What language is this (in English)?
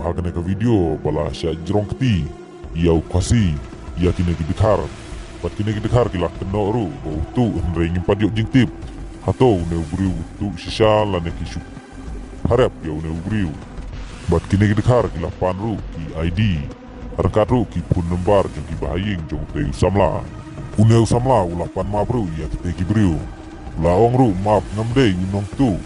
Khasi